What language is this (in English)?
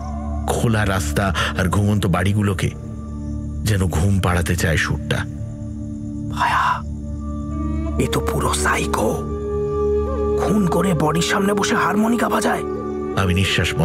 Bangla